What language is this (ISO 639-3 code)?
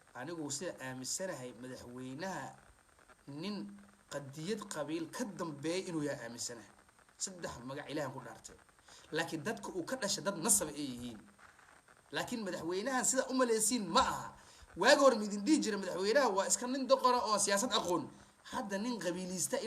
som